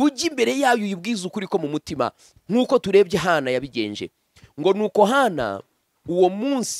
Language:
Kinyarwanda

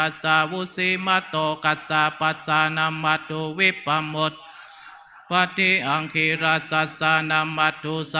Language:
Pali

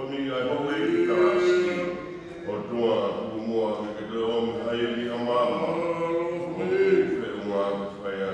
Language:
Tongan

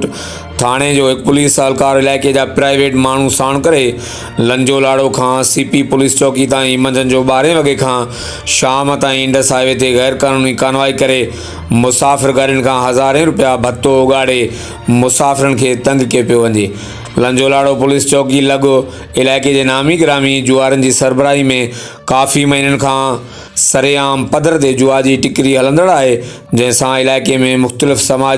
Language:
Sindhi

